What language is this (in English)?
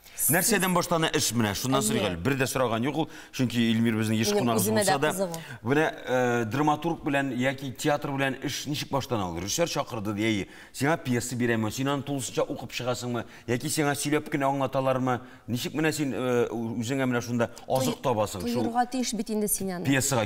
Tatar